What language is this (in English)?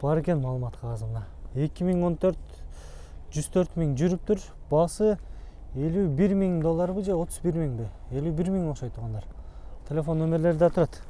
Kyrgyz